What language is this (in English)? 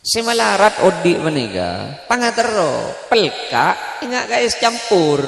Madurese